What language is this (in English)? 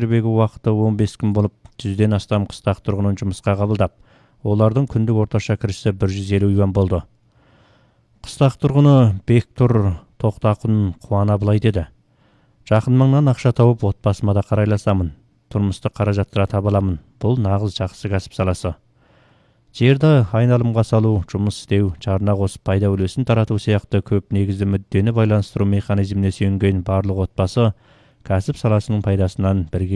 Kazakh